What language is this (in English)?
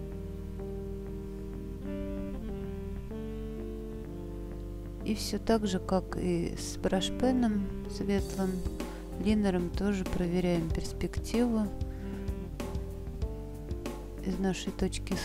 Russian